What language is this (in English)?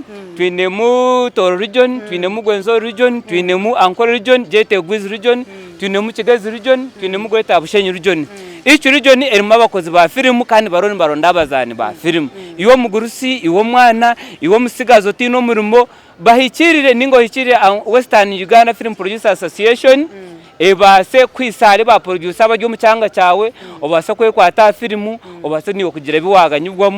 Nyankole